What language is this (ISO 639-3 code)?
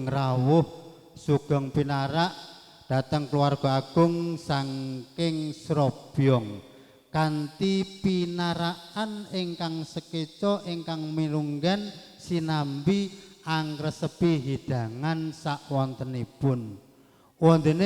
jav